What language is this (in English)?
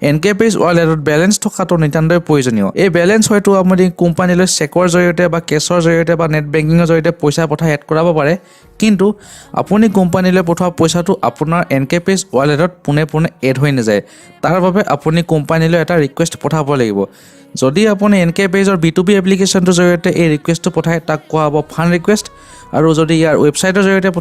Assamese